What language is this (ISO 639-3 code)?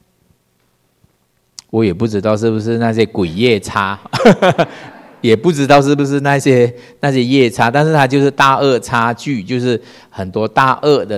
zho